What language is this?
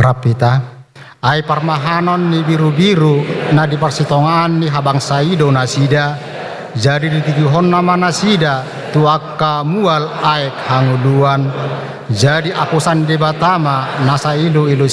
Batak Toba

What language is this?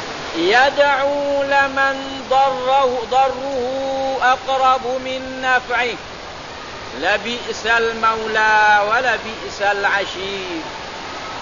Malay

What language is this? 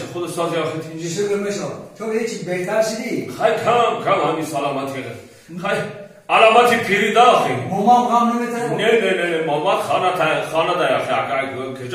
Tajik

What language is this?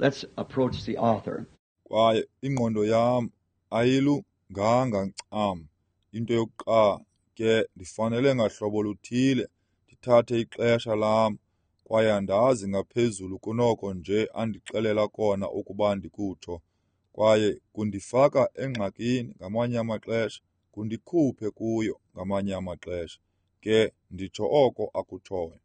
Xhosa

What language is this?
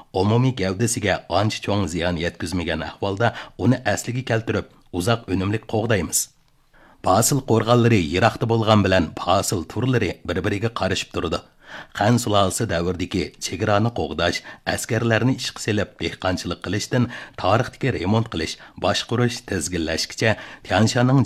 Uyghur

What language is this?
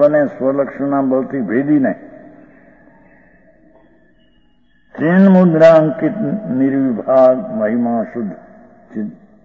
Gujarati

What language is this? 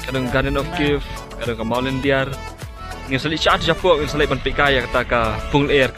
Khasi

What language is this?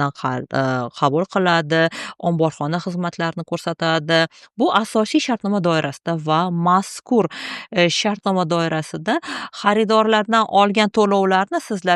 Uzbek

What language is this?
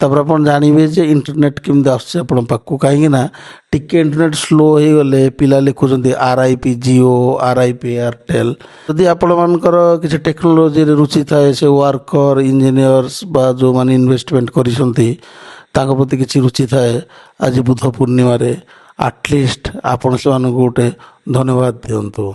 Odia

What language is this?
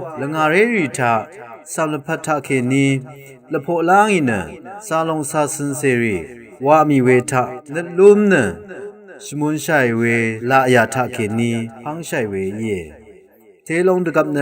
Rawang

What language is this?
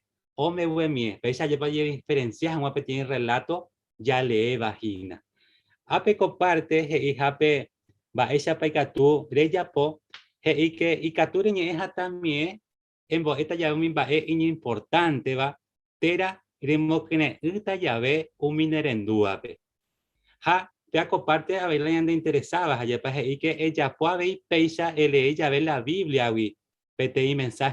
Guarani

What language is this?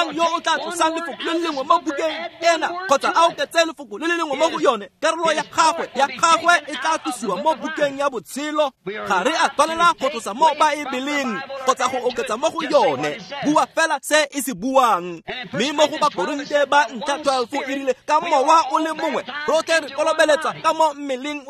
Tswana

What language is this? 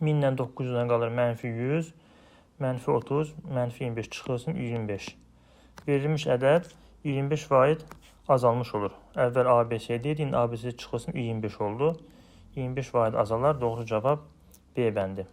Azerbaijani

